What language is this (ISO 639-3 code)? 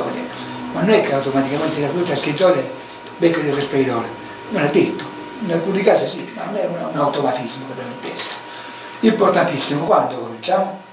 ita